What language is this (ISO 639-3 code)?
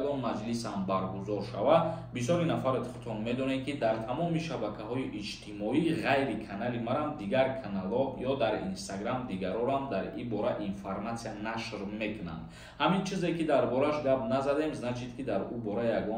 tgk